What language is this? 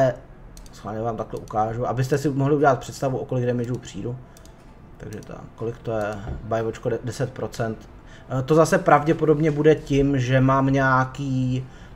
Czech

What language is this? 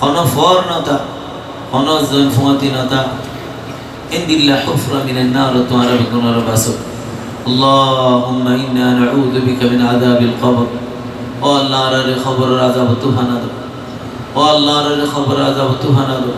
Rohingya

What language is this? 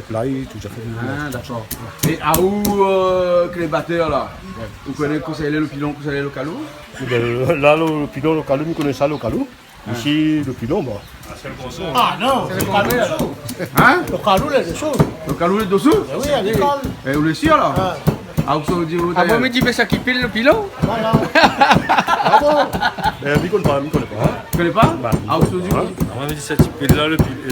Réunion Creole French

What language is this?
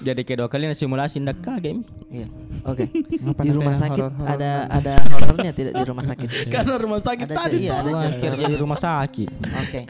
Makassar Malay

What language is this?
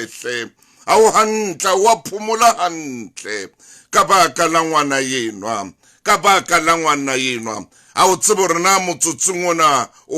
Southern Sotho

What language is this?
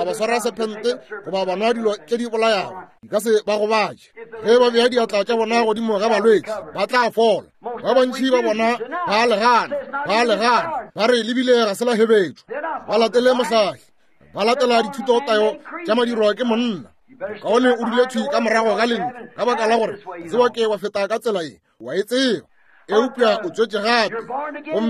Northern Sotho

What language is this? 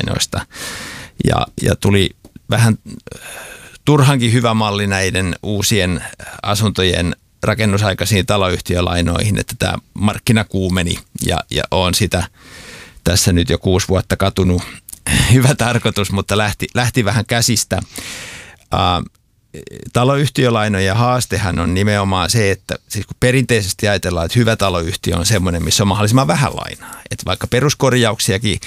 Finnish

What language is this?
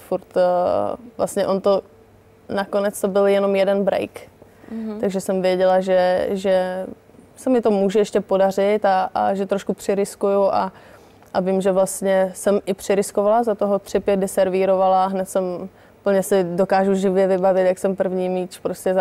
Czech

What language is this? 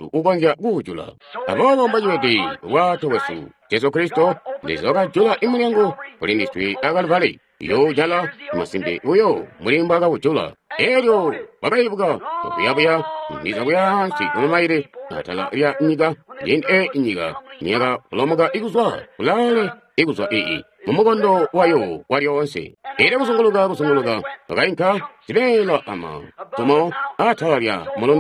Tonga (Zambia)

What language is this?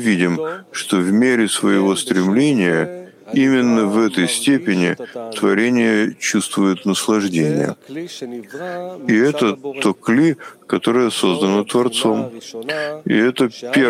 Russian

